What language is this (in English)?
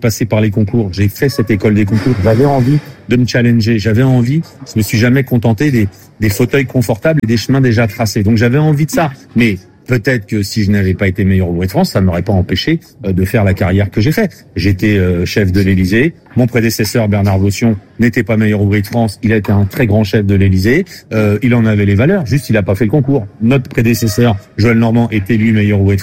French